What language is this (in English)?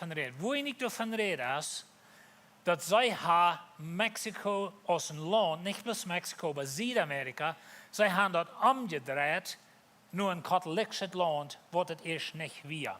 Plautdietsch